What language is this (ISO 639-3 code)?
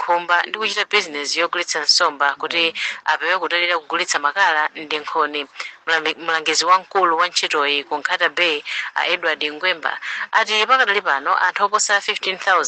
nya